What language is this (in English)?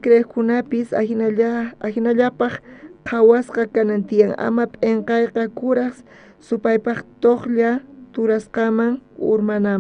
South Bolivian Quechua